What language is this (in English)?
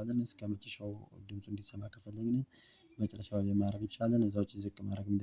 Amharic